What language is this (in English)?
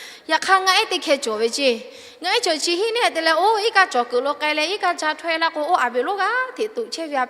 Lahu